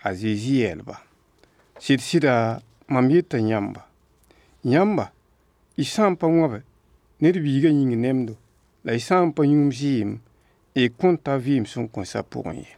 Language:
Mossi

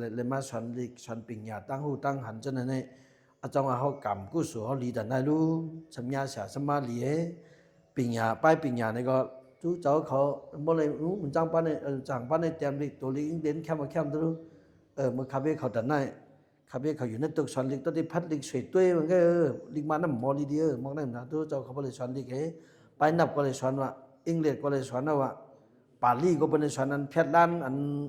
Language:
Shan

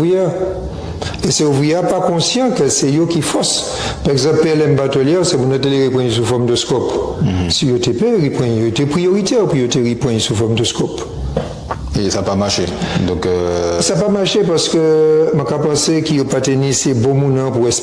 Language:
Guadeloupean Creole French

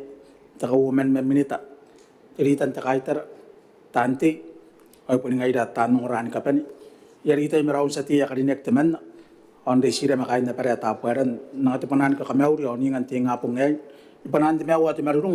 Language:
Gilbertese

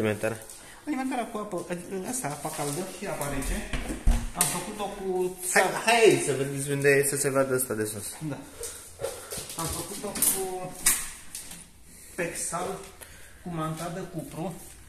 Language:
Romanian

